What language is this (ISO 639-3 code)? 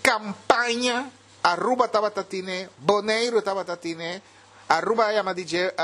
pap